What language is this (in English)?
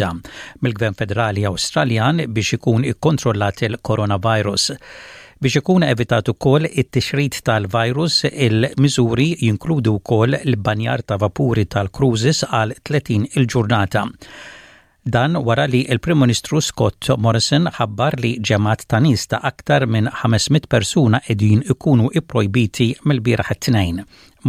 Maltese